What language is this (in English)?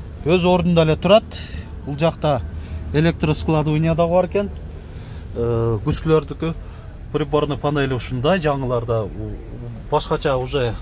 Kyrgyz